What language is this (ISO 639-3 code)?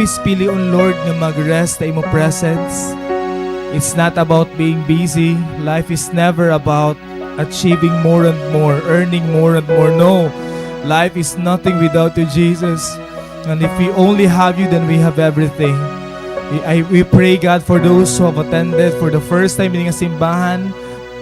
war